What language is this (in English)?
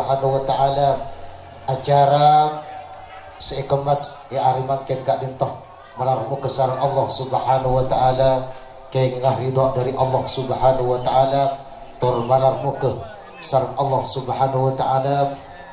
Madurese